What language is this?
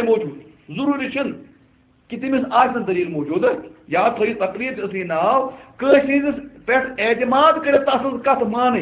Kashmiri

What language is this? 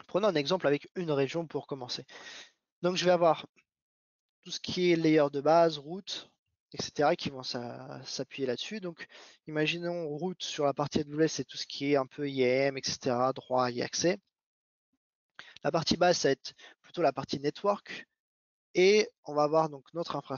French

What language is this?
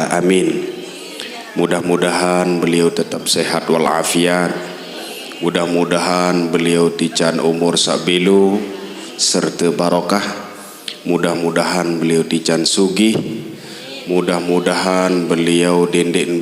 Sasak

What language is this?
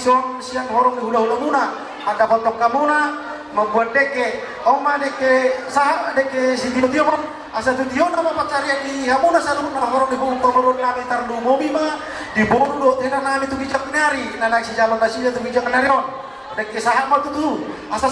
Batak Toba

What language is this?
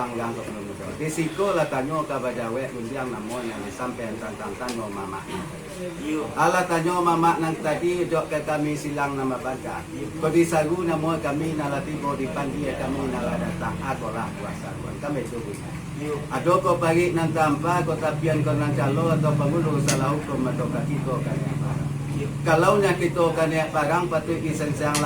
Minangkabau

